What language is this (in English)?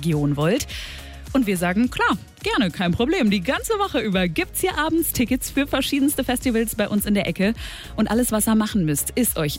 German